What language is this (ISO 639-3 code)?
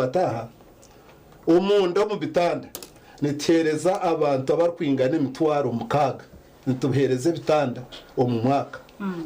nyn